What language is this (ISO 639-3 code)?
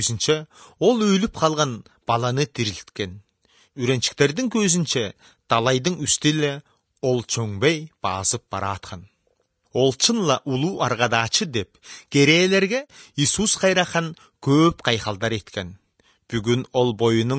kir